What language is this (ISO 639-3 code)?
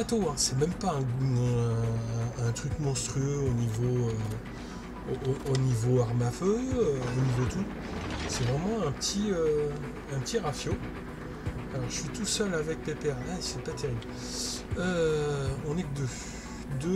fra